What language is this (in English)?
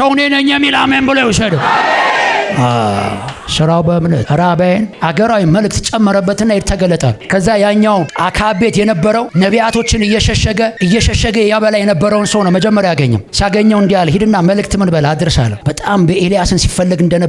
Amharic